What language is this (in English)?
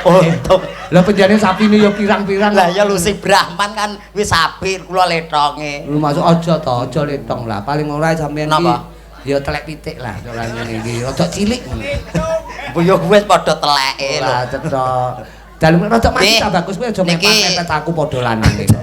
Javanese